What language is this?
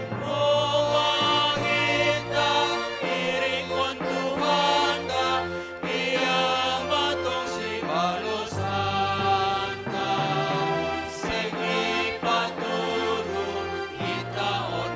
Batak Simalungun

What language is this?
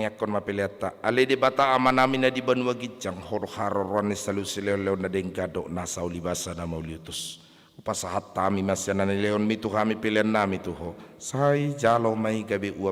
Batak Toba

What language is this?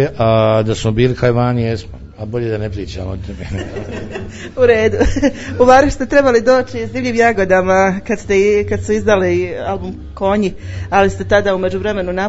Serbian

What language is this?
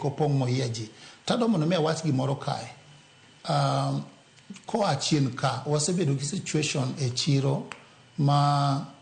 Luo (Kenya and Tanzania)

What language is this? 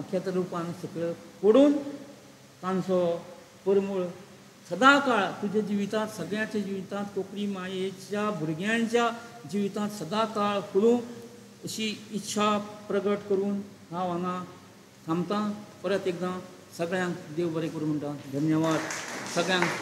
Konkani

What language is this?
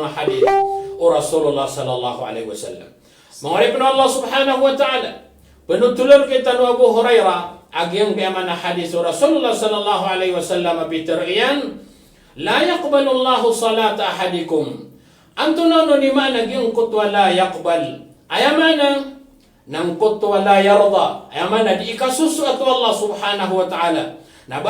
Maranao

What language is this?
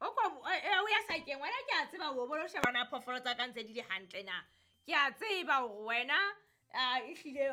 Southern Sotho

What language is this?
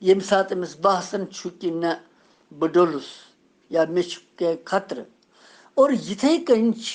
Kashmiri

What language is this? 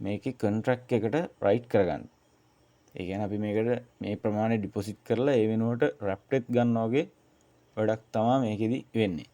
Sinhala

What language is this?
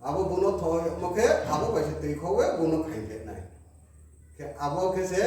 Riang (India)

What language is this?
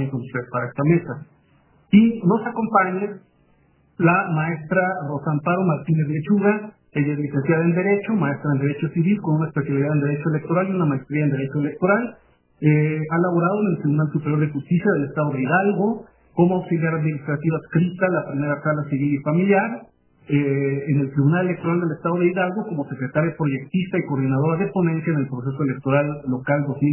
Spanish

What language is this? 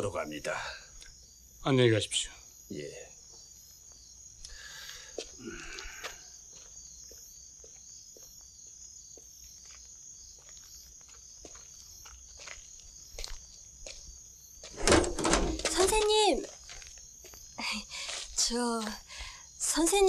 Korean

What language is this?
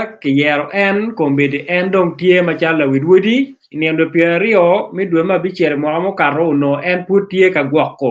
Acoli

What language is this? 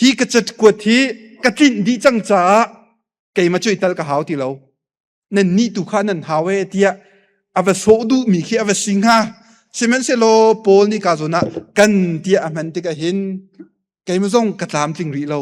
Hakha Chin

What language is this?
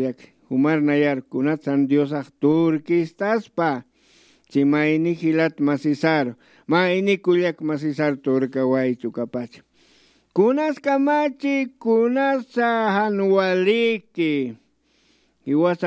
Aymara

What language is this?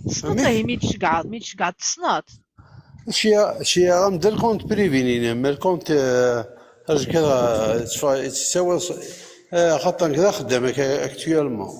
Kabyle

